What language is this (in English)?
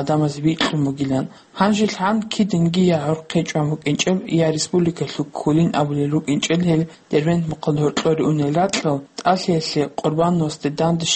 Avaric